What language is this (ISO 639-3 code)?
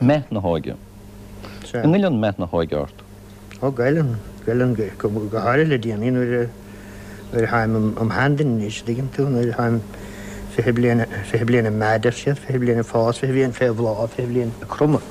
gle